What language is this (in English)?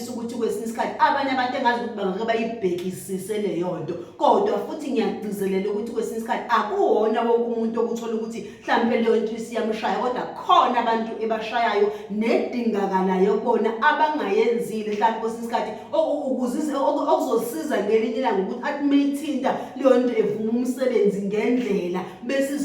Zulu